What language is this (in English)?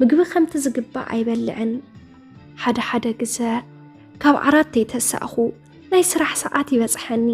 Tigrinya